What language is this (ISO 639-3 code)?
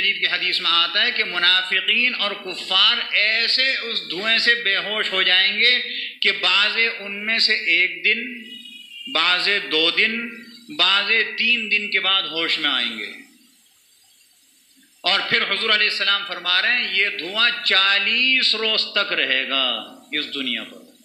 urd